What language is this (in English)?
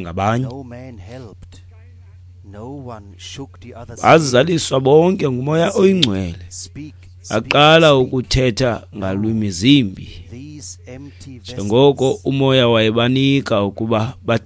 Xhosa